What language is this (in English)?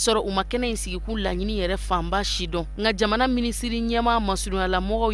Bambara